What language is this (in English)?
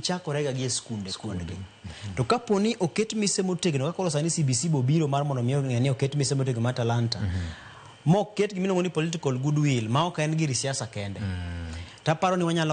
Luo (Kenya and Tanzania)